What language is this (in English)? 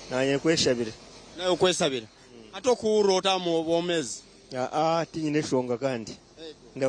Nyankole